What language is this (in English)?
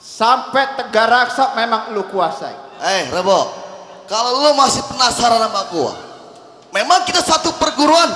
Betawi